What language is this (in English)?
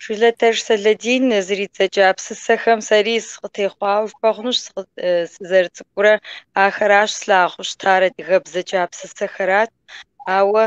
Kabardian